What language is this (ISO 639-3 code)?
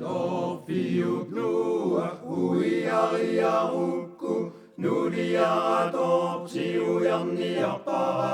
kal